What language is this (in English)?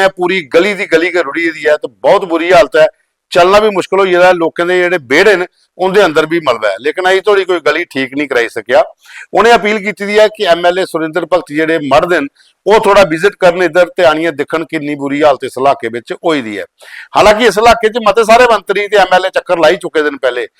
Dogri